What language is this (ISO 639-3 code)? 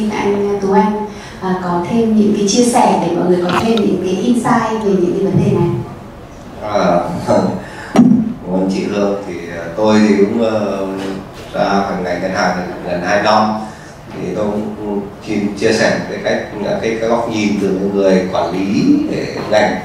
vie